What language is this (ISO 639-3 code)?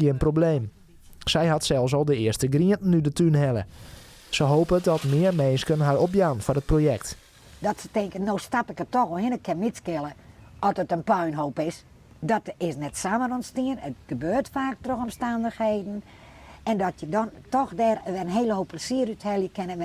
fry